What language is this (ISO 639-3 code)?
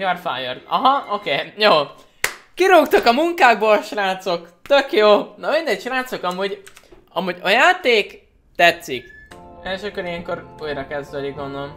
hun